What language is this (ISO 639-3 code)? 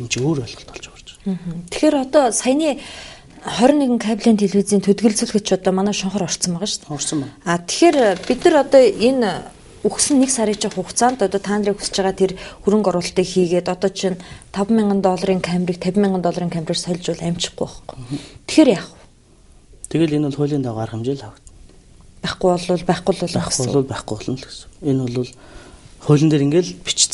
mon